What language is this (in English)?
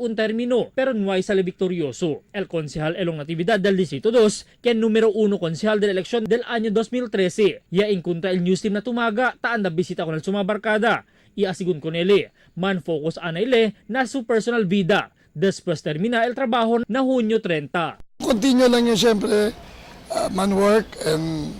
Chavacano